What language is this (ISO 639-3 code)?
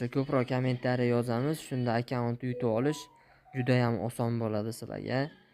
uzb